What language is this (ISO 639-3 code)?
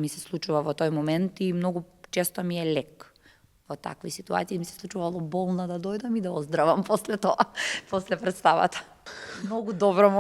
mkd